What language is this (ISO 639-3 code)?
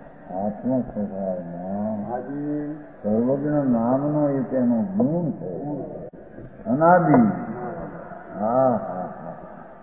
guj